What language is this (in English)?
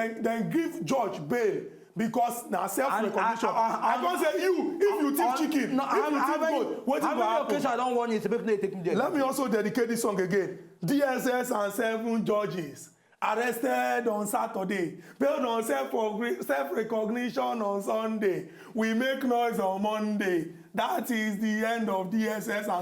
Nigerian Pidgin